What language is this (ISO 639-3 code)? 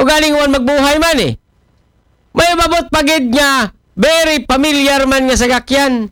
akl